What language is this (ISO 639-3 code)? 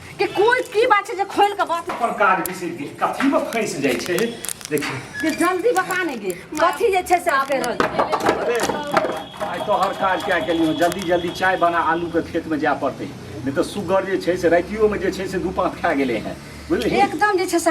mai